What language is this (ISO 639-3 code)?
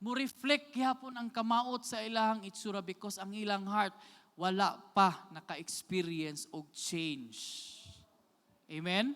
ceb